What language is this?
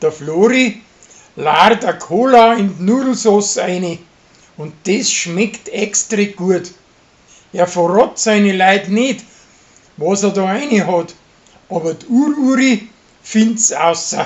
Bavarian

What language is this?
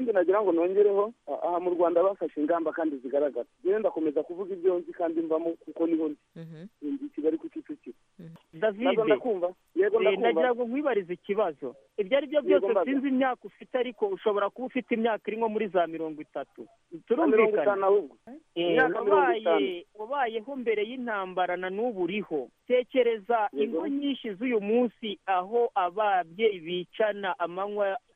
Kinyarwanda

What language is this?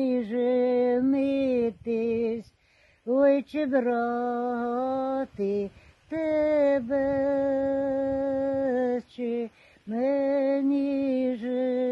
Ukrainian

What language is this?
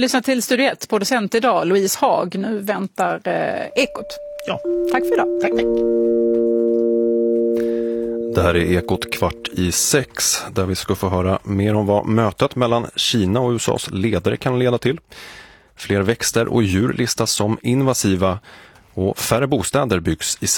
Swedish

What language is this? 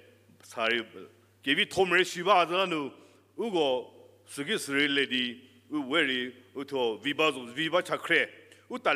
Angami Naga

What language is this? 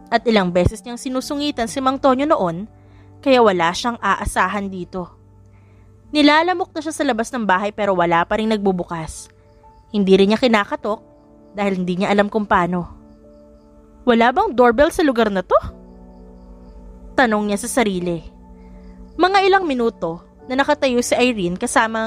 Filipino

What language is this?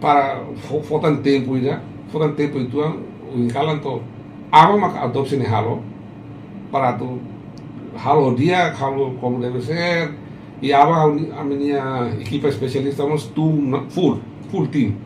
Tetum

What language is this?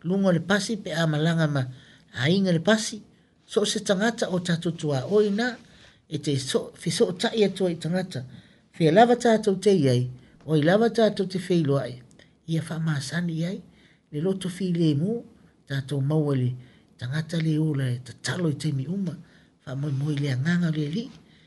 Samoan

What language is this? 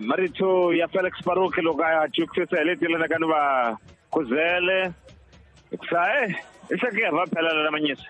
Tsonga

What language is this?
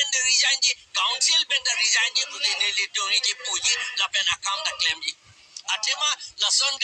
Karbi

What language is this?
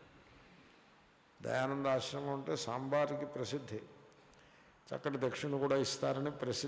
Telugu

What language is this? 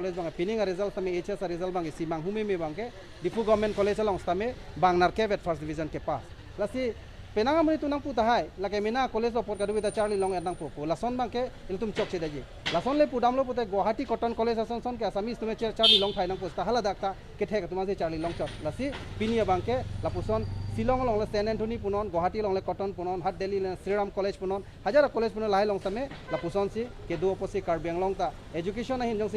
Karbi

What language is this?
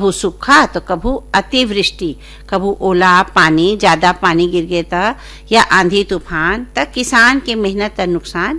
Chhattisgarhi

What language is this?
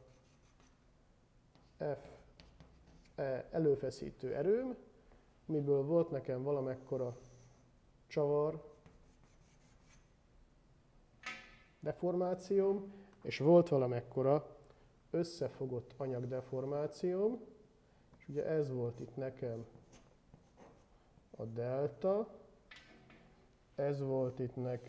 Hungarian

